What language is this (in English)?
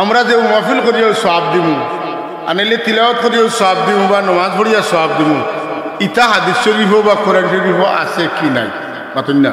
Sylheti